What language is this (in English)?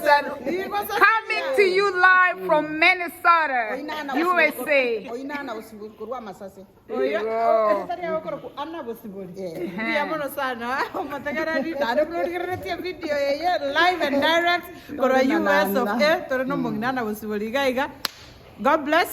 Gusii